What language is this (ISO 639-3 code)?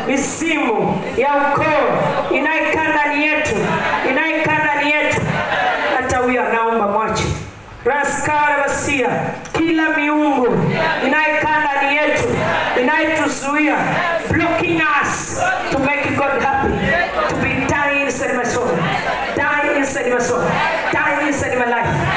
swa